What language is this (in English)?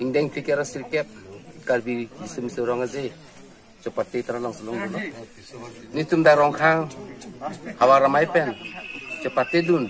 Karbi